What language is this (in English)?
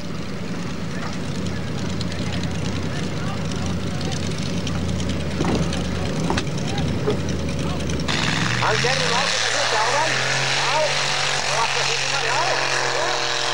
Icelandic